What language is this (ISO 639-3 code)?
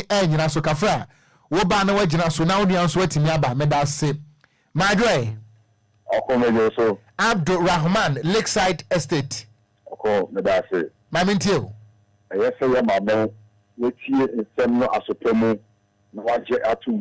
aka